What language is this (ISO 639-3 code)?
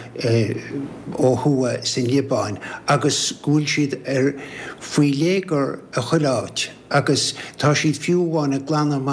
gle